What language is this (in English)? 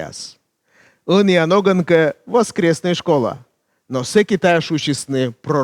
Komi